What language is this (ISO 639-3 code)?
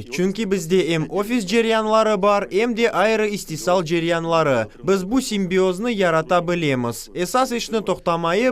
crh